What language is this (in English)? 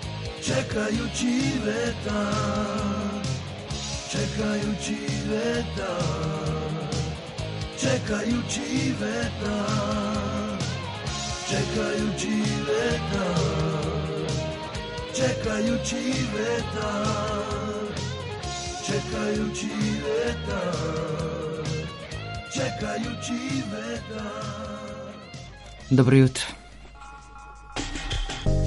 Serbian